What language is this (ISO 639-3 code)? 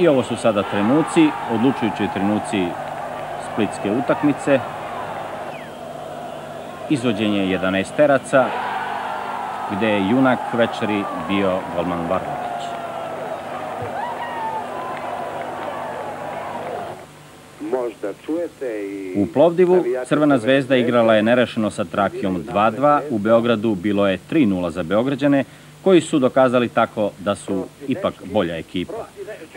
srp